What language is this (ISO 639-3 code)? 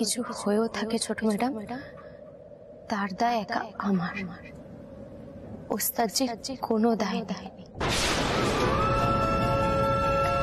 ben